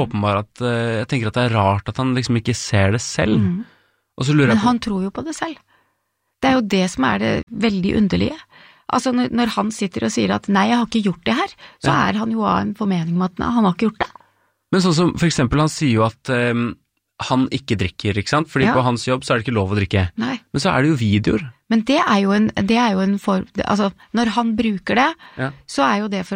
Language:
Norwegian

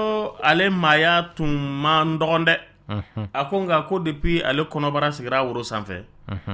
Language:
Dyula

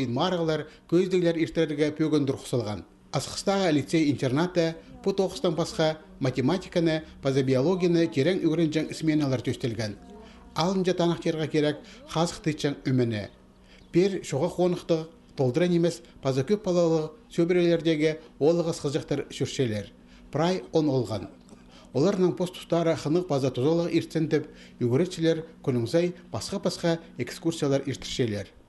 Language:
Khakas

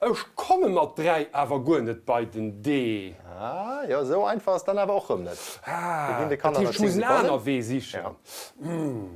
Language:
Luxembourgish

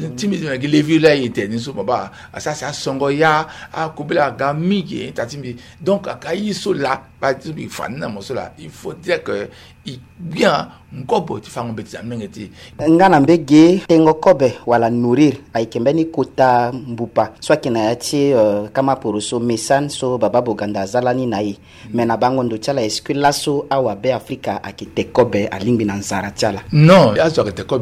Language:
Sango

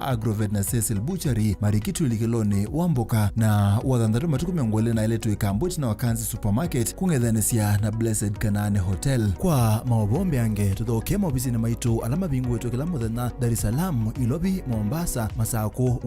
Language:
Kamba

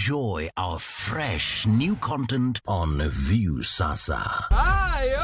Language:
Luo (Kenya and Tanzania)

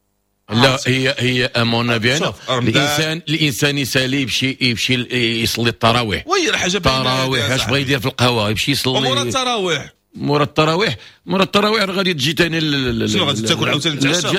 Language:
Moroccan Arabic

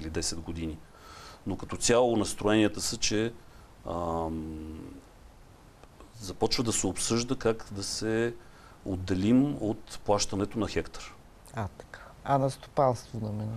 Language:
Bulgarian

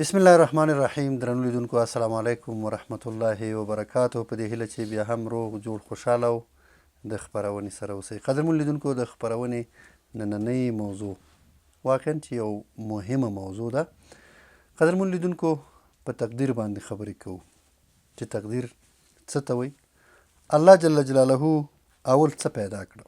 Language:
Pashto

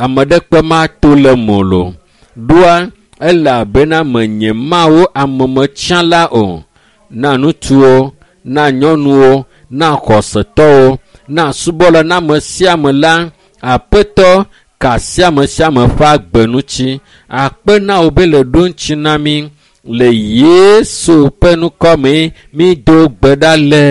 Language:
Ewe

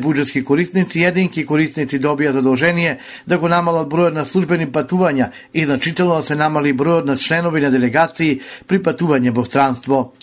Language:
Macedonian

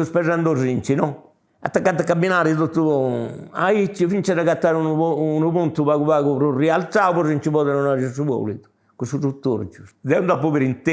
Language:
Sardinian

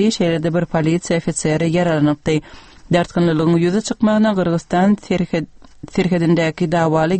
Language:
Turkmen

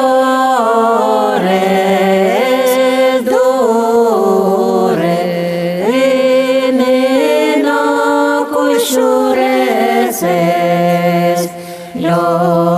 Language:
Udmurt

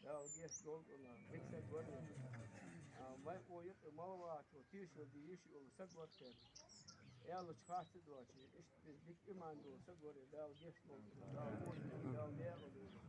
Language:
Ingush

